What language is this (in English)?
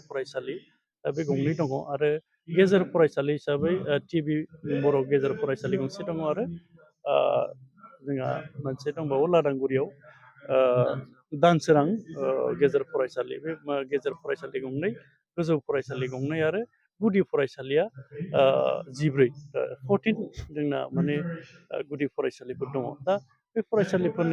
Bodo